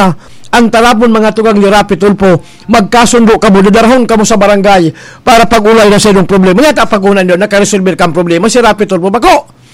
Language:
Bikol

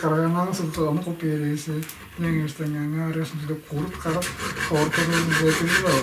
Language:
Tuvinian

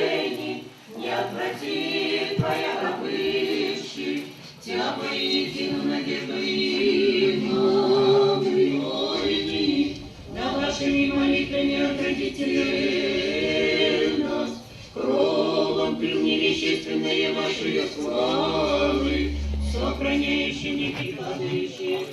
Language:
Chuvash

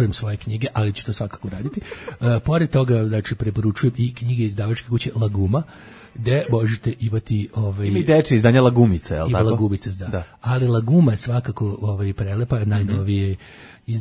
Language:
Serbian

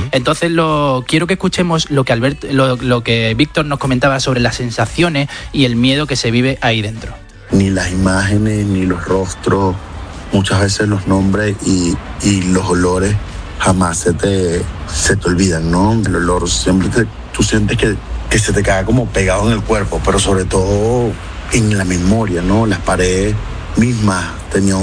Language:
Spanish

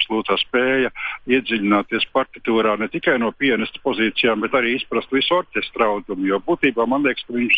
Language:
Latvian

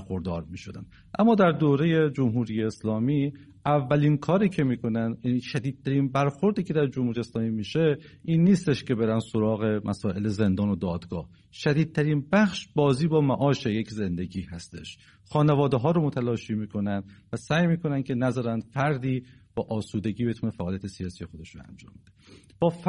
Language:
Persian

